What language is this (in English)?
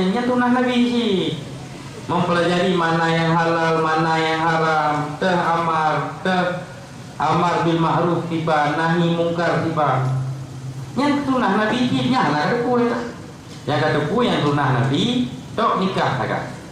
Achinese